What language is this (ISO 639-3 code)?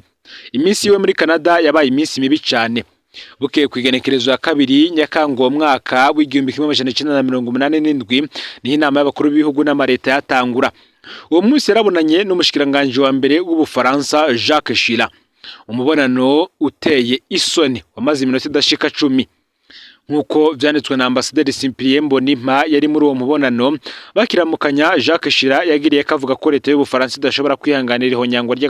run